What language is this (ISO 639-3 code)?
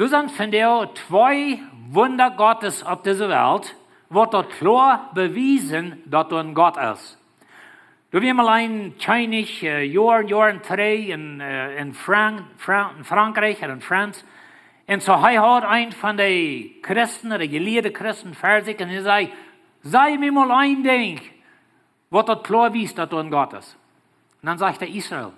pdt